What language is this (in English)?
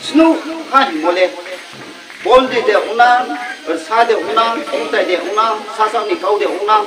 Riang (India)